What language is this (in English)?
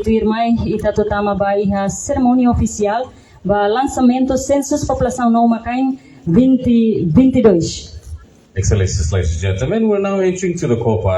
Tetum